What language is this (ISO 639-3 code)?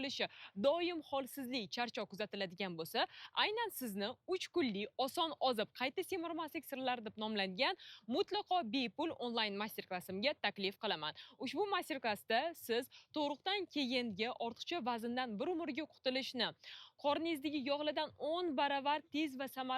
uzb